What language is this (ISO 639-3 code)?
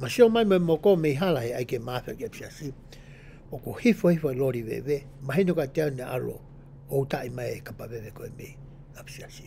ton